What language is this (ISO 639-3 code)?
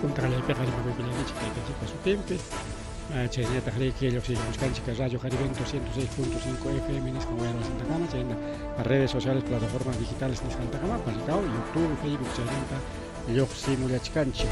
quy